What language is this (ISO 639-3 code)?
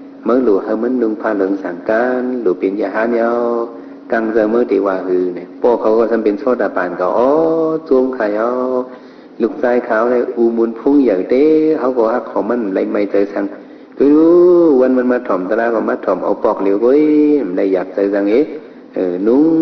shn